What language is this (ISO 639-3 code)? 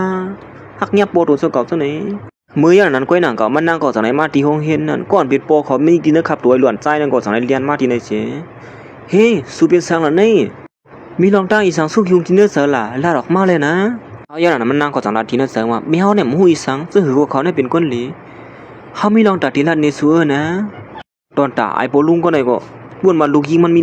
shn